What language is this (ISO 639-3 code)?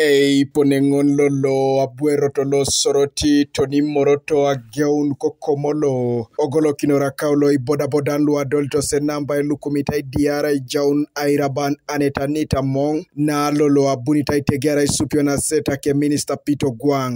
teo